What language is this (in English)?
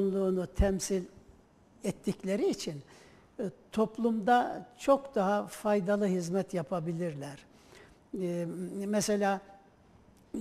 Turkish